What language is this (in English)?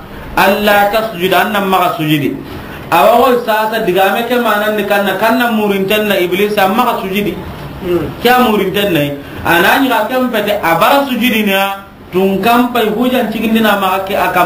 Soninke